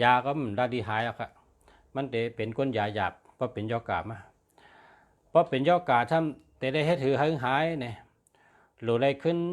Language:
Shan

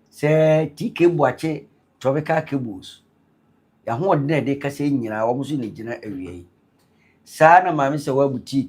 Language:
Akan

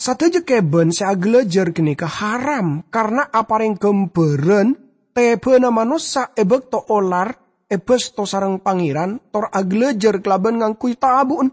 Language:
Madurese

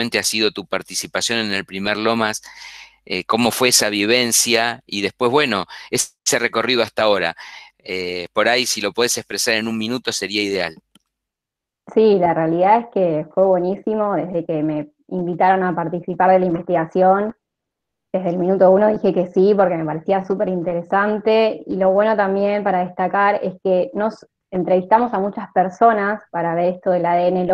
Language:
Spanish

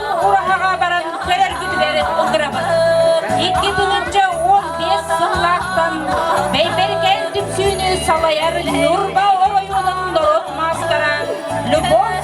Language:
Yakut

